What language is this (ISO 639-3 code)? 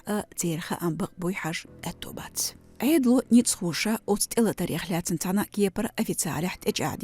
che